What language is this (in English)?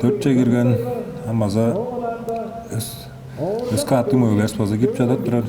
Tuvinian